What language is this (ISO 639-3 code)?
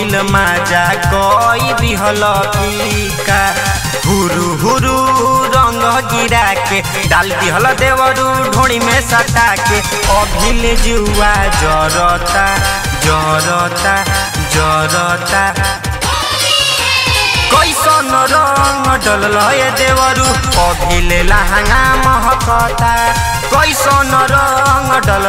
bho